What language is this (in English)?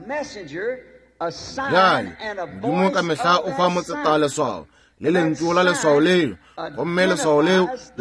Northern Sotho